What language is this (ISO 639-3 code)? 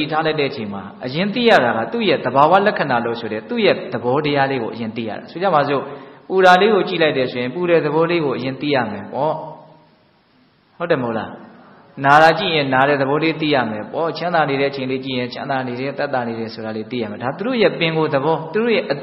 mya